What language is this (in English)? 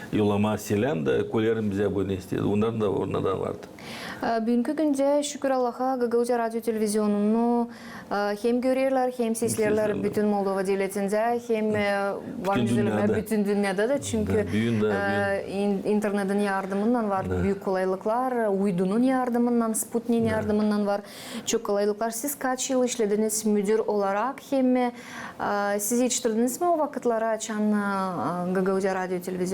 Gagauz